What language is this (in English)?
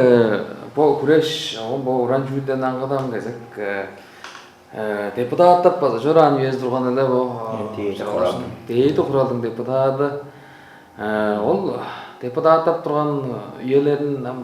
Tuvinian